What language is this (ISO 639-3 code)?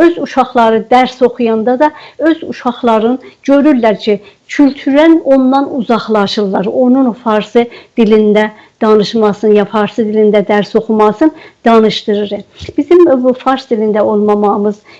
azb